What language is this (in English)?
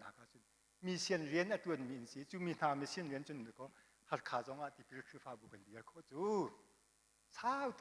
Hakha Chin